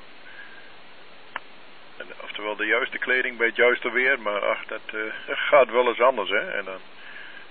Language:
Dutch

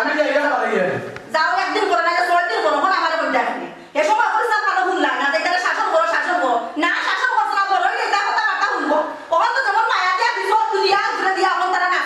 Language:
Sylheti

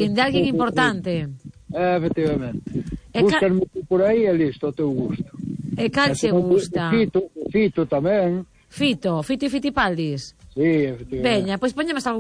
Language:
Galician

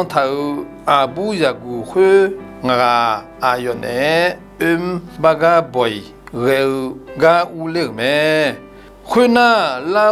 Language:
Akha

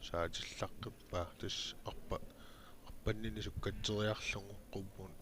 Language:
Kalaallisut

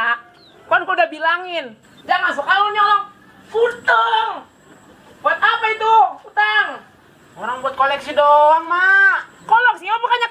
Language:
Betawi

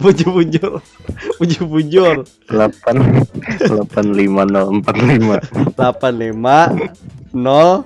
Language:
Banjar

